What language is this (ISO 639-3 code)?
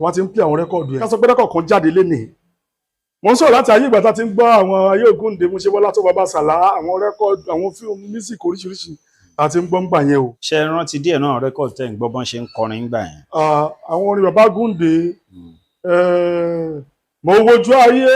yor